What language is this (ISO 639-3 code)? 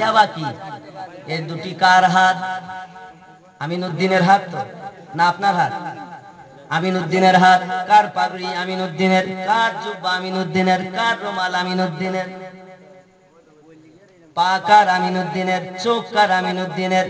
ben